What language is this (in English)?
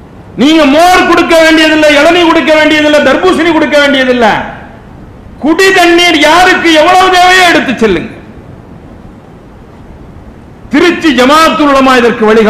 Tamil